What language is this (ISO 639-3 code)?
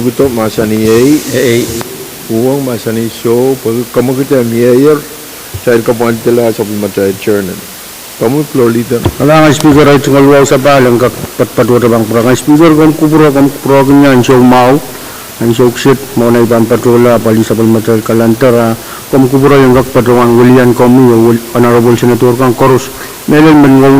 pon